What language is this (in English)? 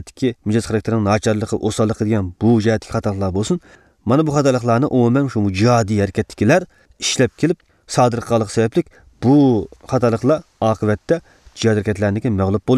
Uyghur